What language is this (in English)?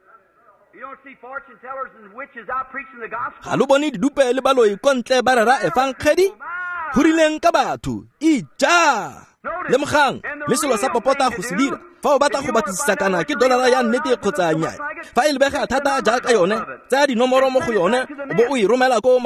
Tswana